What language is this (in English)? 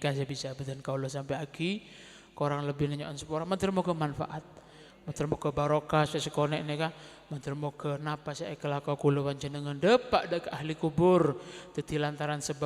Madurese